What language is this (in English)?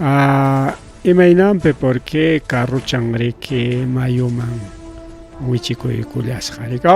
Ayacucho Quechua